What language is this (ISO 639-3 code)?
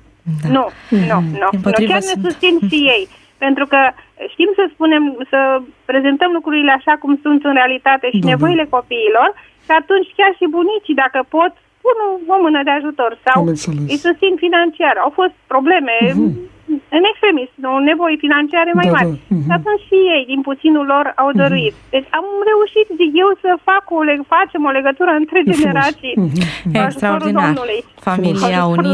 ron